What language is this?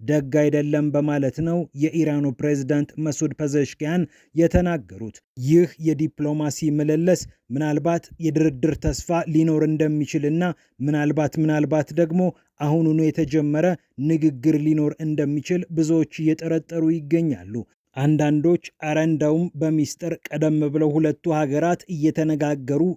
Amharic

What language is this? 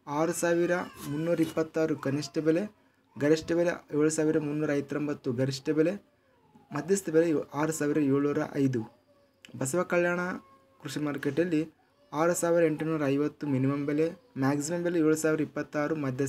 Kannada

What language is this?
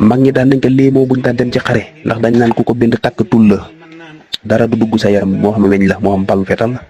Wolof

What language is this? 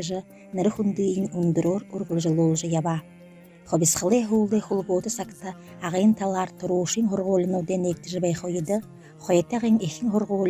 Buriat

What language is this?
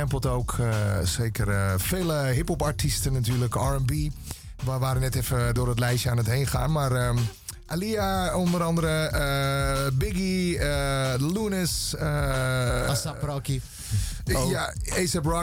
Dutch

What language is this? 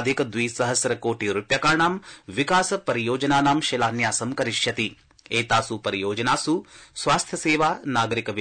Sanskrit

